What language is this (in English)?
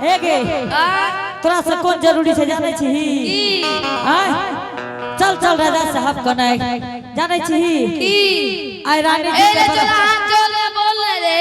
Angika